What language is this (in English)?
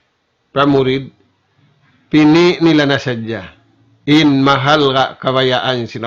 Tausug